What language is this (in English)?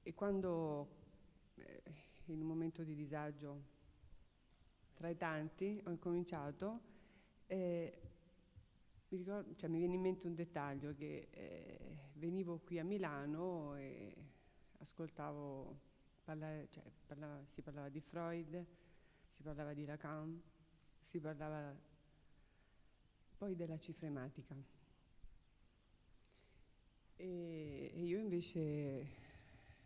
Italian